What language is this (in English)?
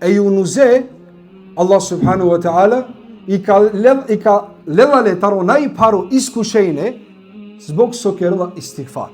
Balkan Romani